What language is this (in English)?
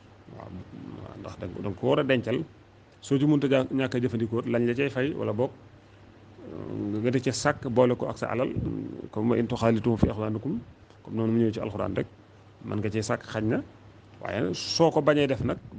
Wolof